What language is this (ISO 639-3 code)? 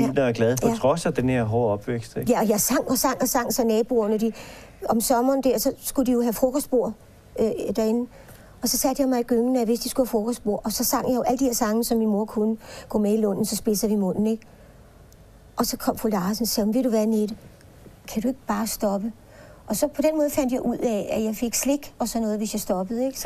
dan